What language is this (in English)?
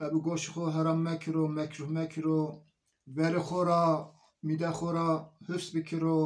Zaza